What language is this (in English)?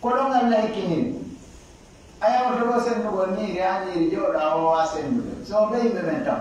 Pular